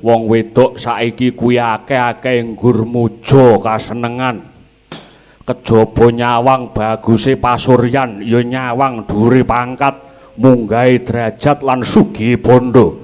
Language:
Javanese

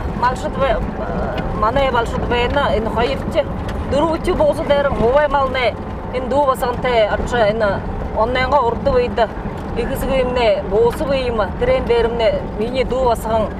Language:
Buriat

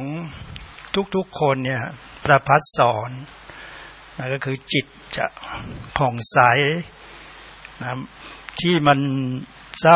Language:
Thai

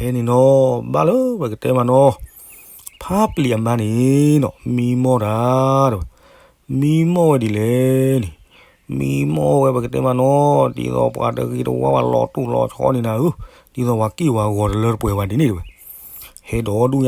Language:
S'gaw Karen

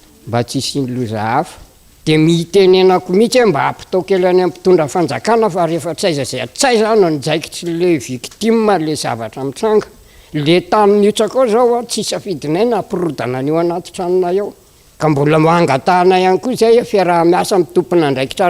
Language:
Malagasy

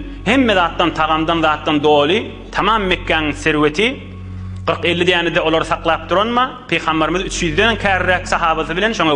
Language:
Turkmen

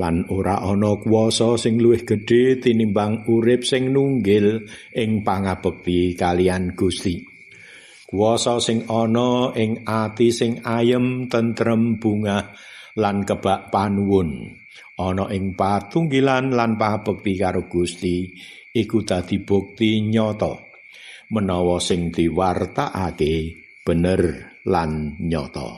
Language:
Javanese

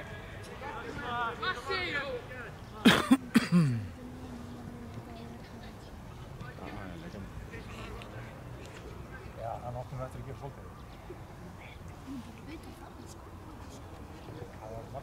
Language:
Icelandic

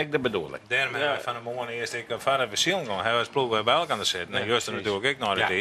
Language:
Western Frisian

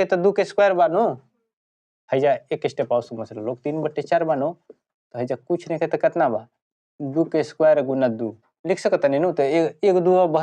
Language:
Bhojpuri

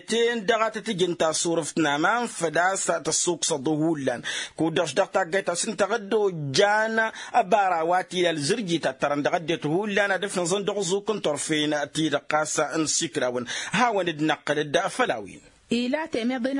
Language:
Tamasheq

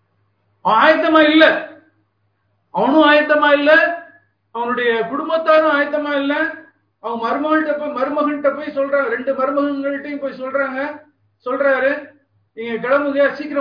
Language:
Tamil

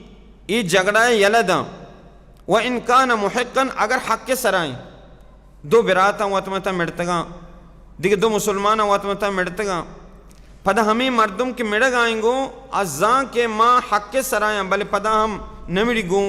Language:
Baluchi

